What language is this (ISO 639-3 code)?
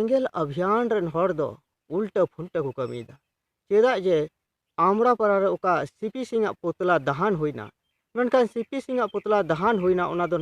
sat